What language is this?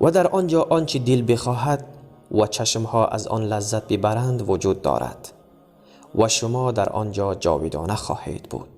Tajik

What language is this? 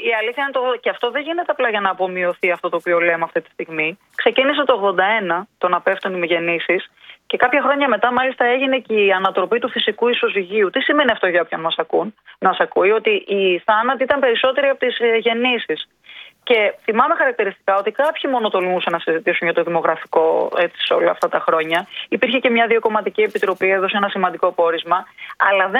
Greek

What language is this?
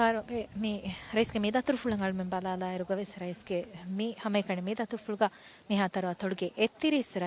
Divehi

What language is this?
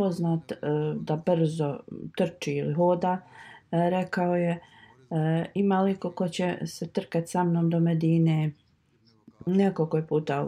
Bosnian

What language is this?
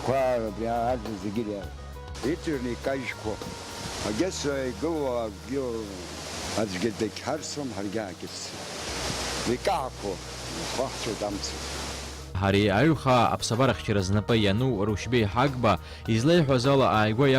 Abkhazian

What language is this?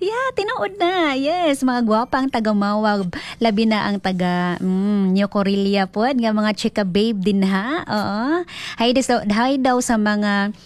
Cebuano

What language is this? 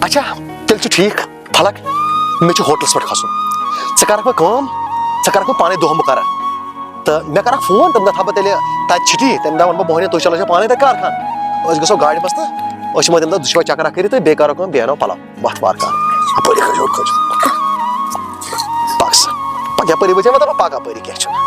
Kashmiri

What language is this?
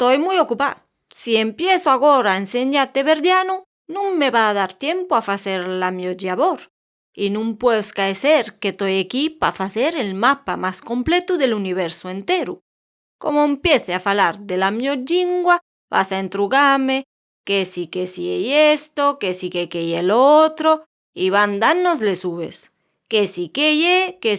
Asturian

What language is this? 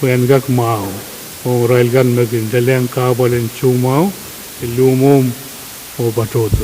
Pohnpeian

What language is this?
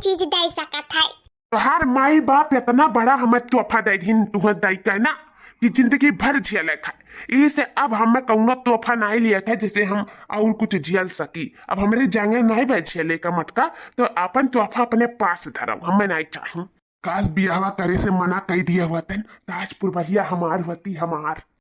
Awadhi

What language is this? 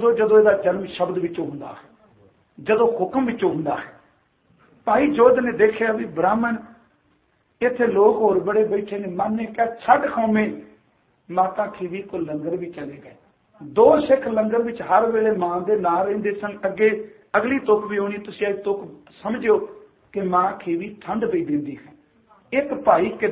Punjabi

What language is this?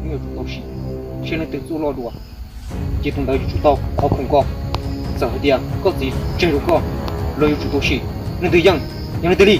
Hmong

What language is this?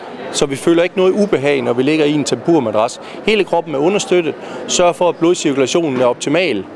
Danish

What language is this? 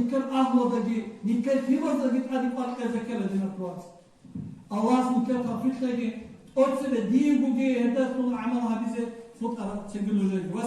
Avaric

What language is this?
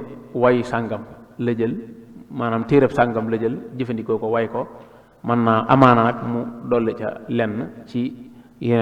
Wolof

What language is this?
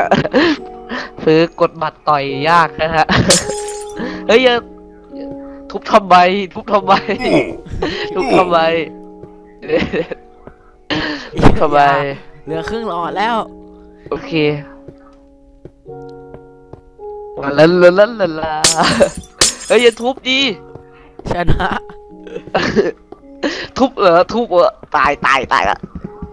Thai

